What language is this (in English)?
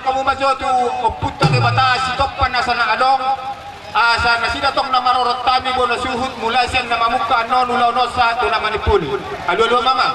Batak Toba